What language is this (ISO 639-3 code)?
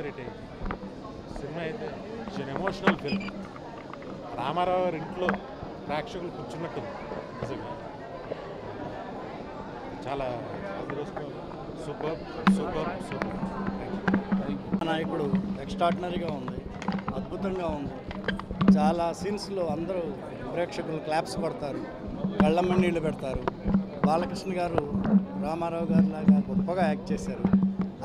tel